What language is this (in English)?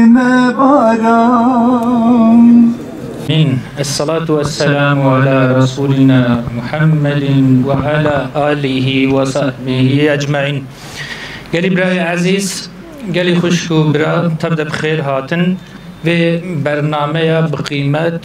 Kurdish